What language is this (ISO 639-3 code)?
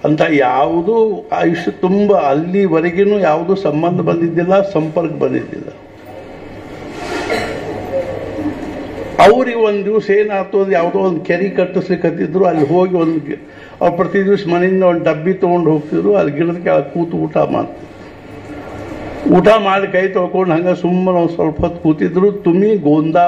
kan